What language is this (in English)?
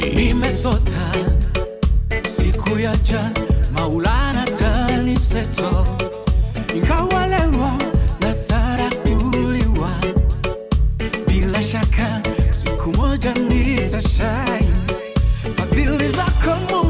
Swahili